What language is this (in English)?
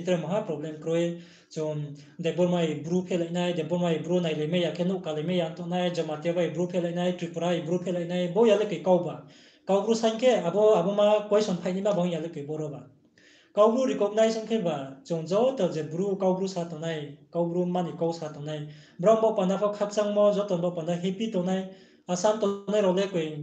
Riang (India)